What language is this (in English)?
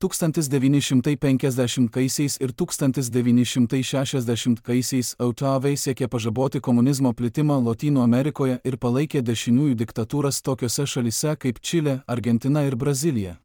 Lithuanian